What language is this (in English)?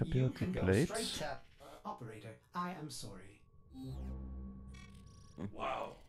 German